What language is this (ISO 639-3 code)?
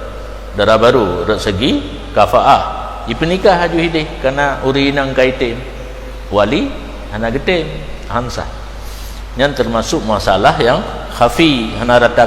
ace